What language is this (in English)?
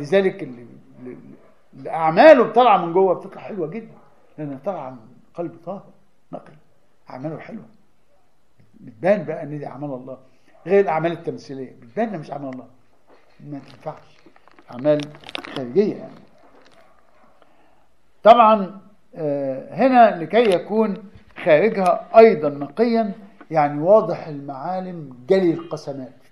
Egyptian Arabic